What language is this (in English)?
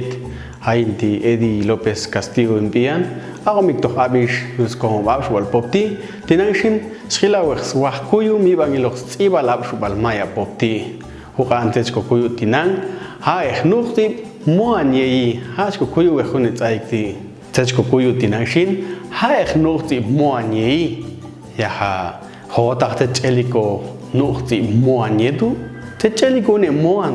Popti'